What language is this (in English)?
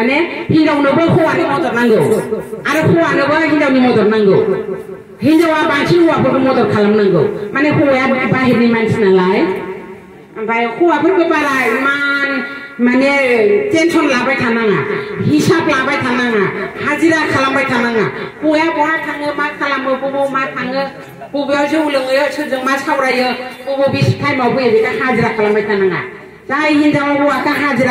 Bodo